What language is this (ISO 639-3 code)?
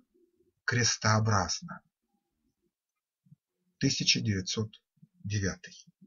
rus